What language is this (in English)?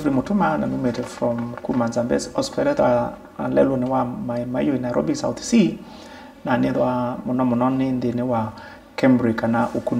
Kamba